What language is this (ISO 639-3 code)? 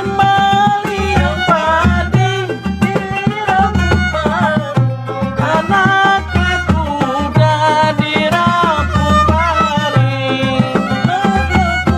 bjn